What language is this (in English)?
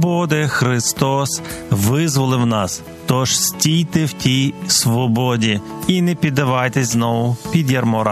Ukrainian